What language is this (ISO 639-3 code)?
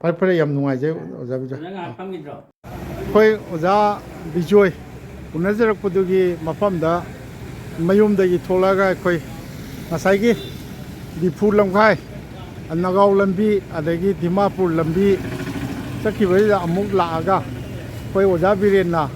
mni